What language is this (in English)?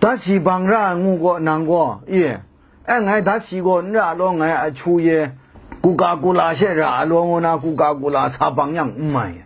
Kachin